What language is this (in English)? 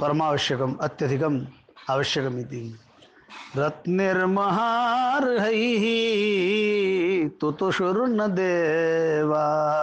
Sanskrit